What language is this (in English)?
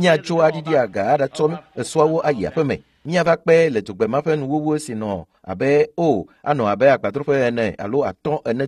Ewe